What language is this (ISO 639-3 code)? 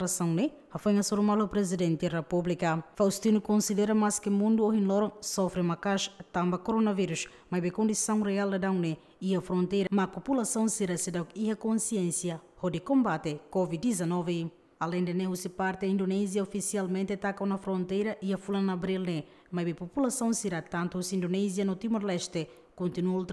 tet